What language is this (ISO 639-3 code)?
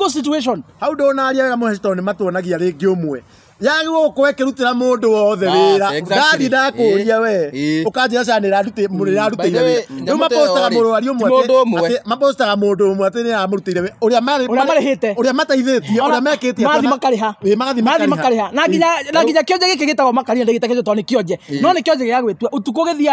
kik